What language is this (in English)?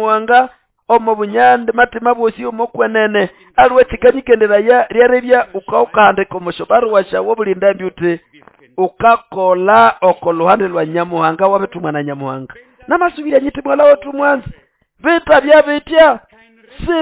Nande